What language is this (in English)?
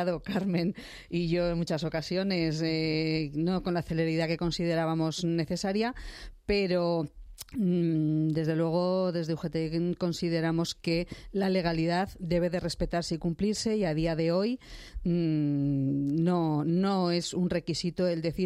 Spanish